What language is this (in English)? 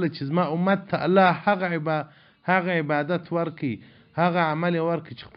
Pashto